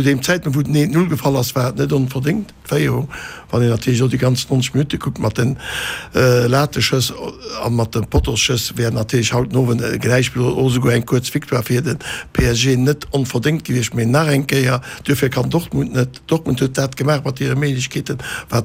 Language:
Luxembourgish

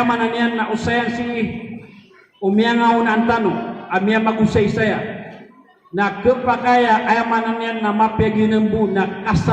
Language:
Maranao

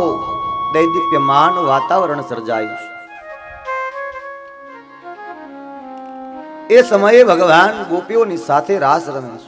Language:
Gujarati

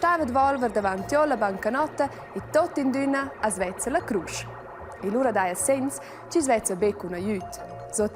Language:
Romansh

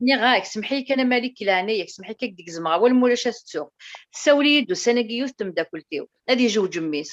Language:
Kabyle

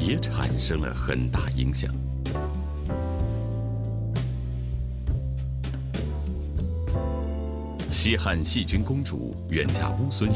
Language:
Chinese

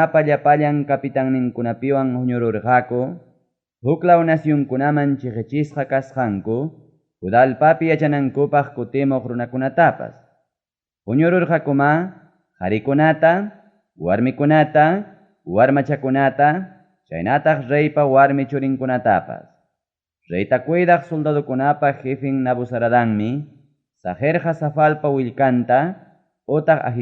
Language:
Ayacucho Quechua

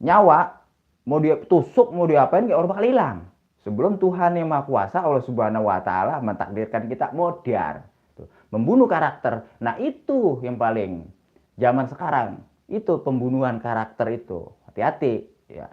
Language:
Betawi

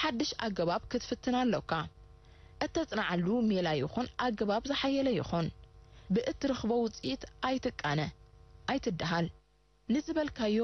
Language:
Tigrinya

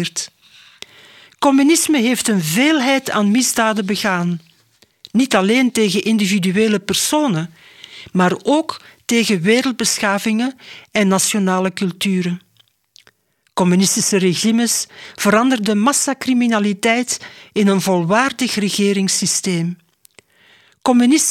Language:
Dutch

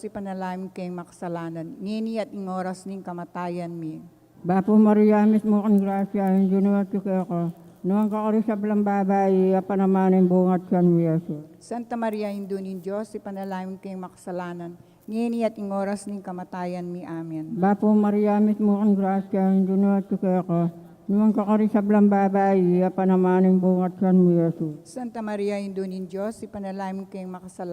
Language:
Pampanga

